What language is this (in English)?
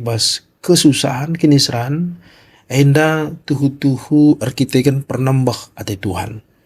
Batak Karo